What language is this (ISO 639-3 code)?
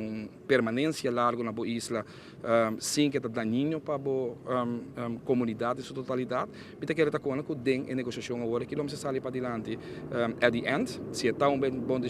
pap